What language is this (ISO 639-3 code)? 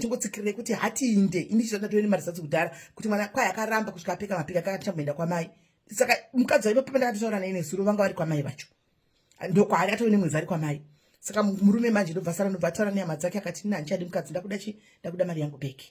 sna